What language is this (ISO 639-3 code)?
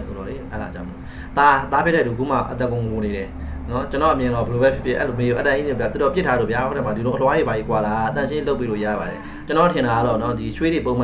mya